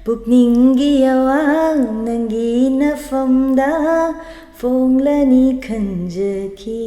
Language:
Manipuri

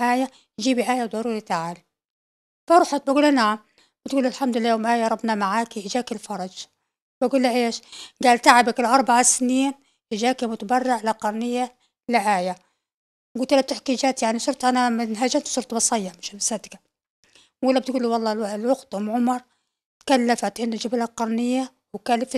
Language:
North Levantine Arabic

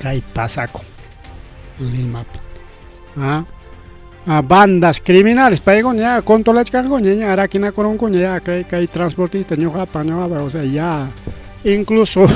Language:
Ayacucho Quechua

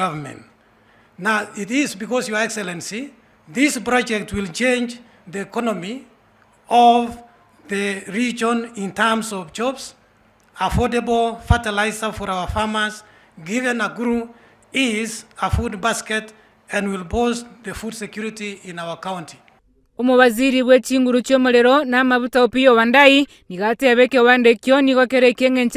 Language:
Gusii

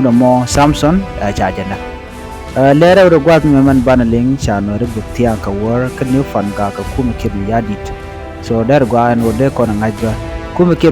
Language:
Nuer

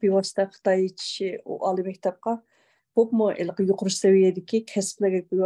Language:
Uyghur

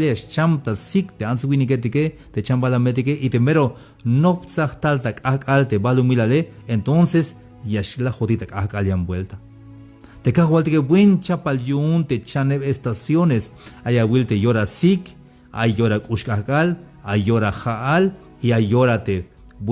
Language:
Tzeltal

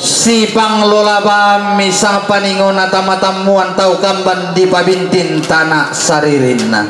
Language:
Toraja-Sa'dan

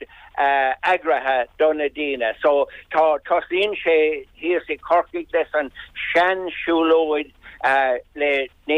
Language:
Irish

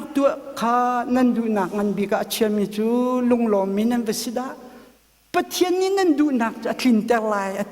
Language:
Hakha Chin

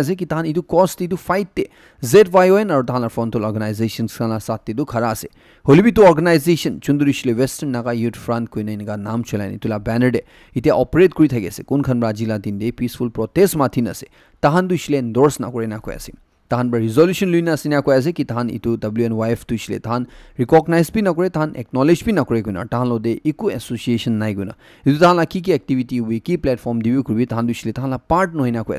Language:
Naga Pidgin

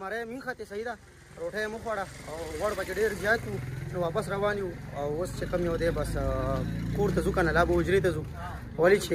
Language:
Pashto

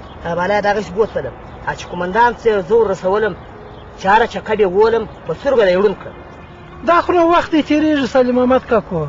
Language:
Pashto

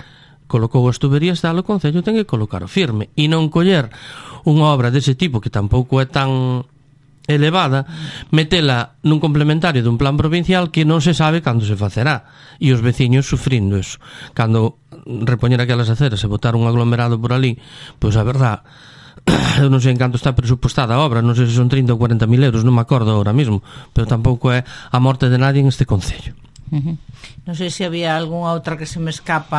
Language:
Galician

